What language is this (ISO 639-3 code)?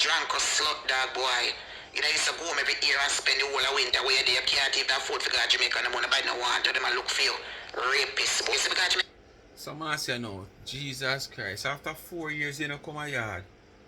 jam